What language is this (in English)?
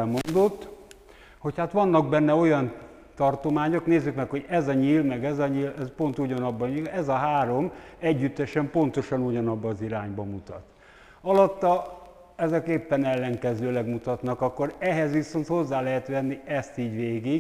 Hungarian